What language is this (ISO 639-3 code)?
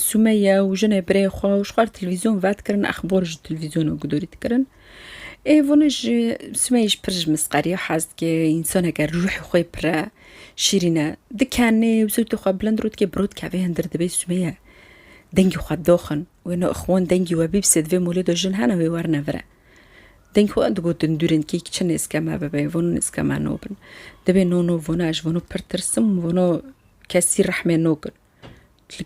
kur